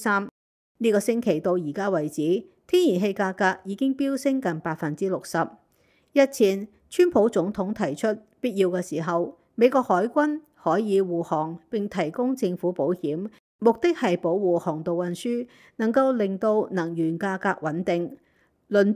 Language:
Cantonese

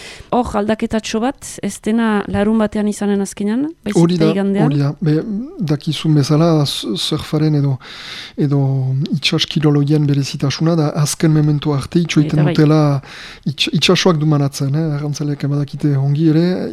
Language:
Basque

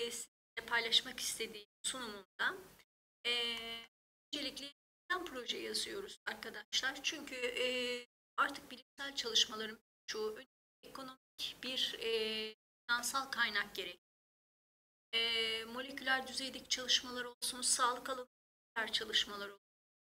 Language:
Turkish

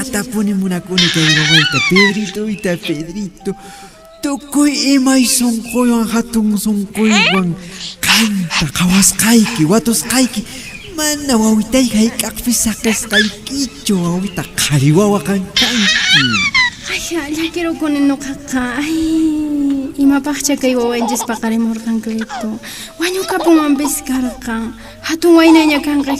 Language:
Puno Quechua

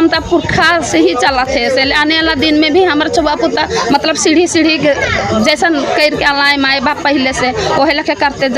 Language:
Sadri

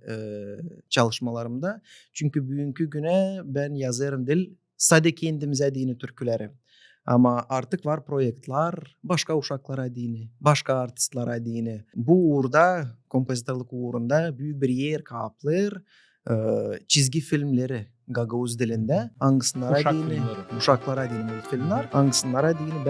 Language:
Gagauz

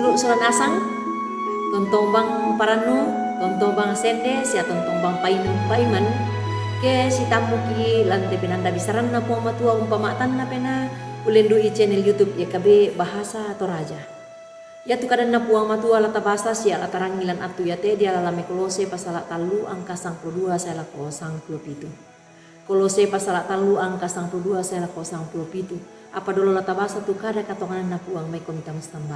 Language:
Toraja-Sa'dan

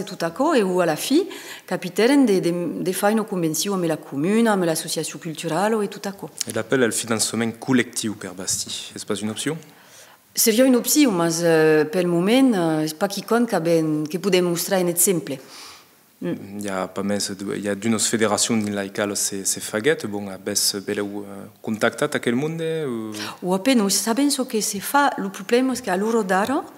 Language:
Occitan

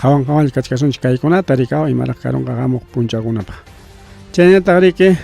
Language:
Ayacucho Quechua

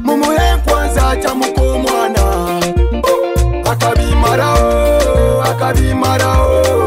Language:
Nyoro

